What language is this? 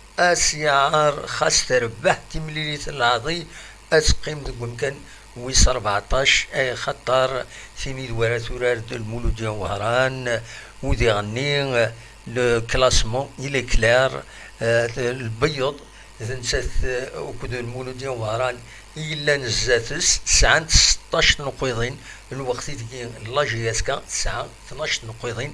Kabyle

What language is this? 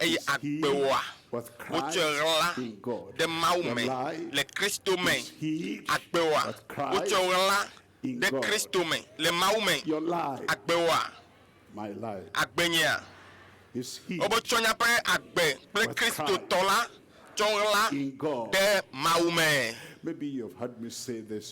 Ewe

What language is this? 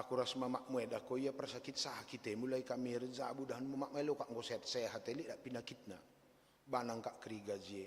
Batak Karo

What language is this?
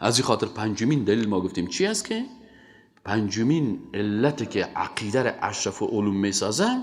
Persian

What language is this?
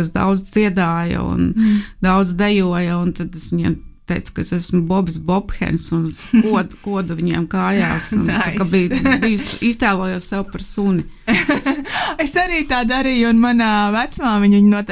Latvian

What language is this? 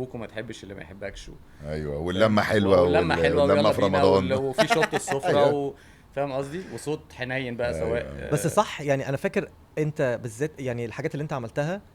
Egyptian Arabic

